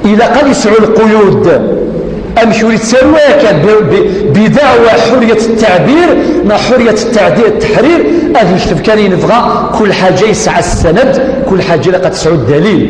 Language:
Kabyle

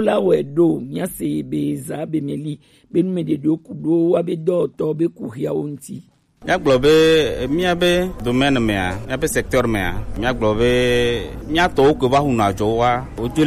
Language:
Gen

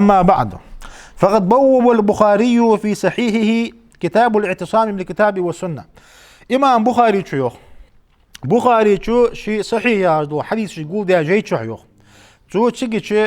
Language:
Ingush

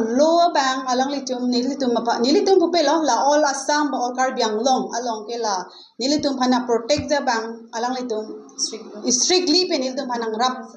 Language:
Karbi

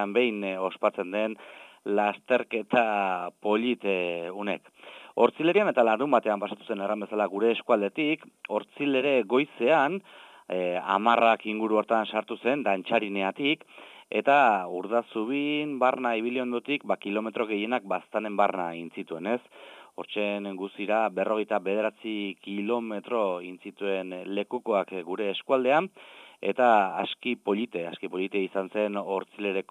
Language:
Basque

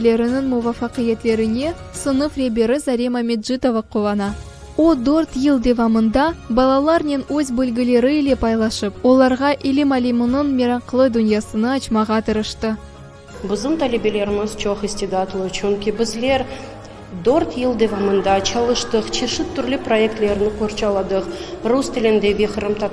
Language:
Crimean Tatar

